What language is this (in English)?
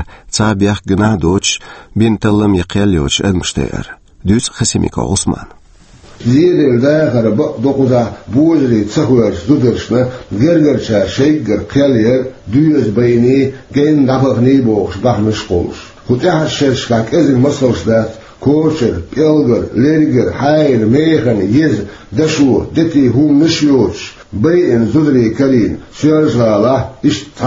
Chechen